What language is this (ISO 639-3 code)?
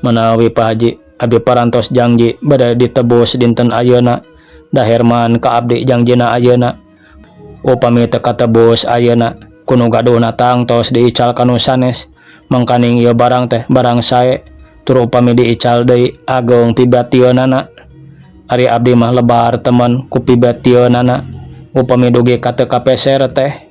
sun